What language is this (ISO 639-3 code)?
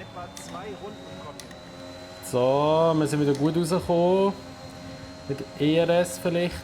gsw